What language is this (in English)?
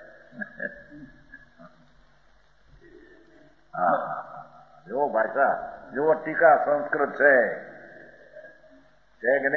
Gujarati